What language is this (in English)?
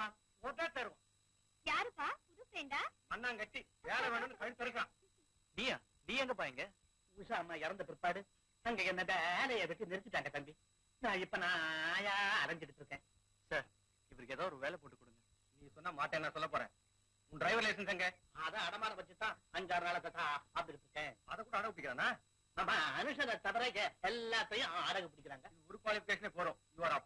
Tamil